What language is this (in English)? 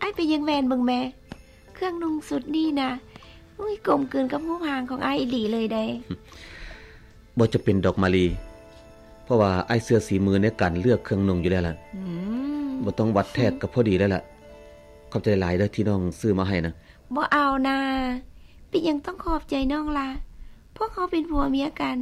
Lao